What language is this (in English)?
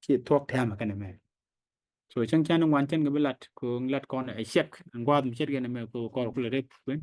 Nuer